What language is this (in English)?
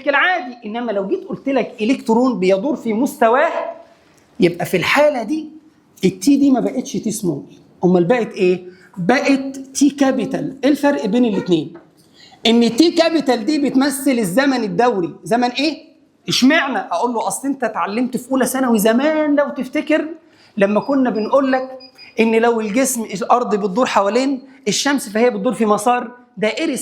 Egyptian Arabic